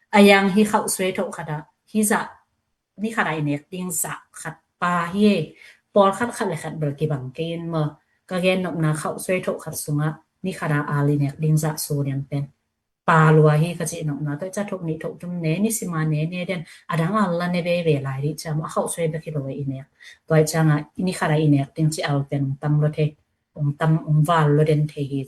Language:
Tedim Chin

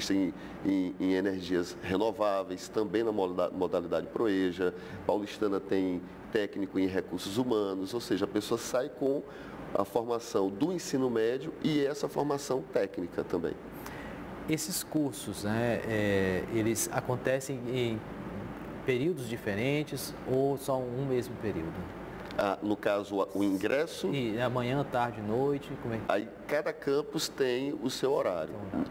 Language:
Portuguese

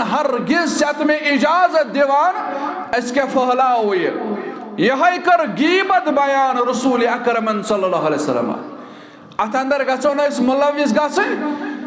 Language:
Kashmiri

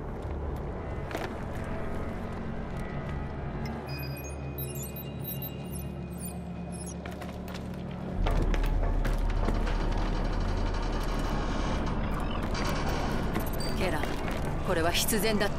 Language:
Japanese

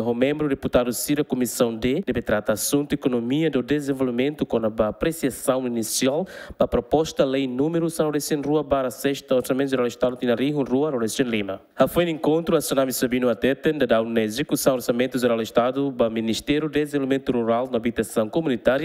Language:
Tetum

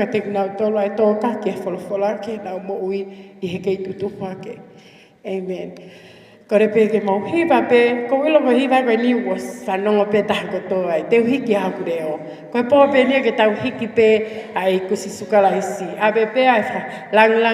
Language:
Tongan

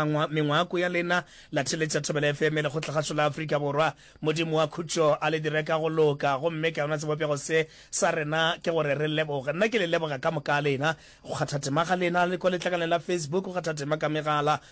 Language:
Northern Sotho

